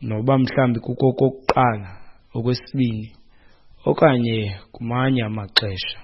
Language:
Xhosa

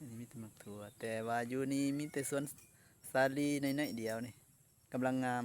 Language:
Lao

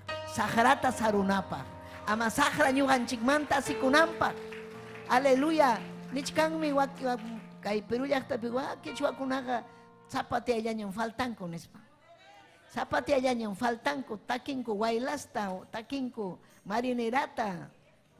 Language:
Ayacucho Quechua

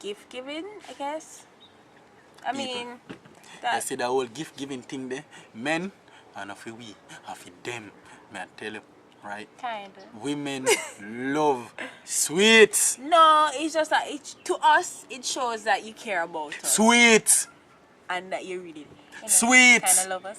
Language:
Jamaican Creole English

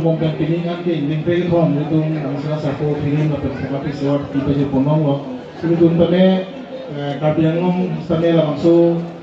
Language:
Karbi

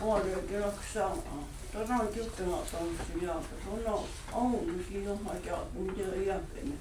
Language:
Mohawk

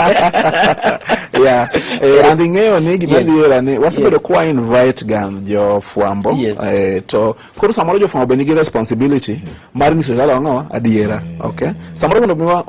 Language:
Luo (Kenya and Tanzania)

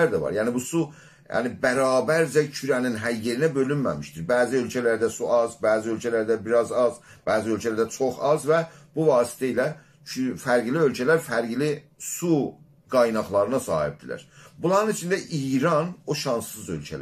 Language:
South Azerbaijani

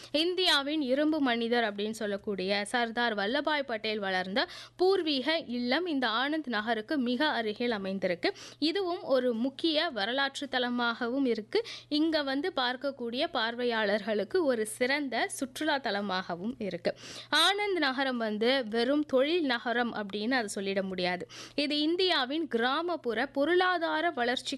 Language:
Tamil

